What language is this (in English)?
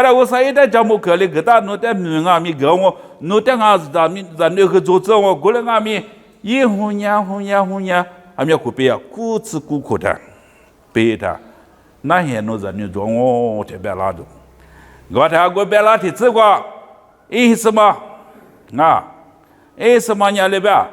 Lisu